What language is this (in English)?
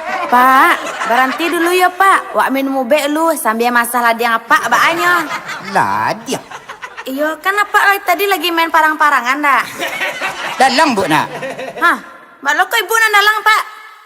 Minangkabau